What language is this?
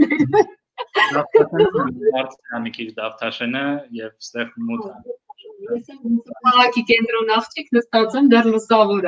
Armenian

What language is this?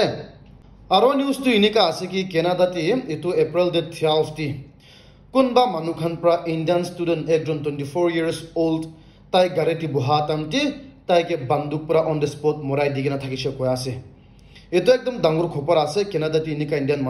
Naga Pidgin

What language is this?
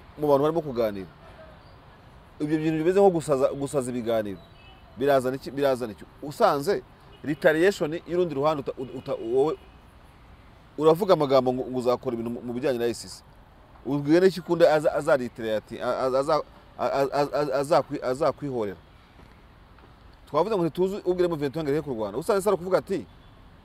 Kinyarwanda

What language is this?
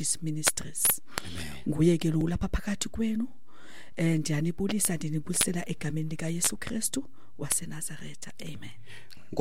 Xhosa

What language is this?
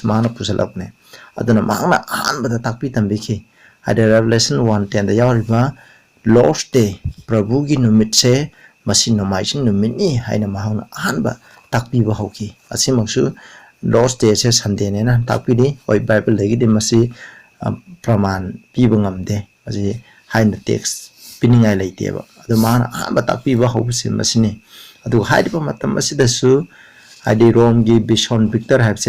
Manipuri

